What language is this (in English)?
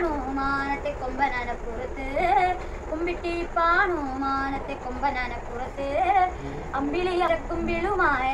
Malayalam